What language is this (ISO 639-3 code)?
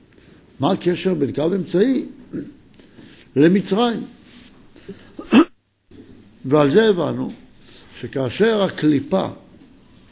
heb